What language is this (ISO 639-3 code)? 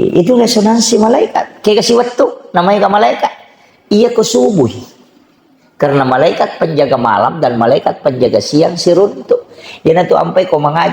bug